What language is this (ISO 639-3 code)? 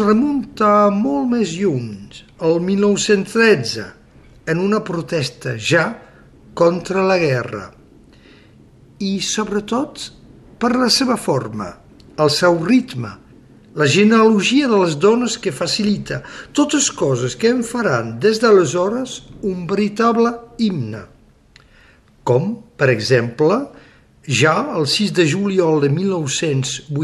cat